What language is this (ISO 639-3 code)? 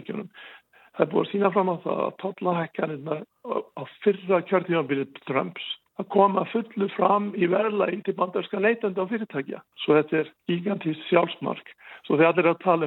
isl